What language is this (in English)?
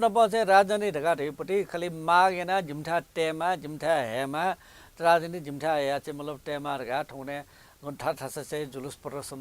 Newari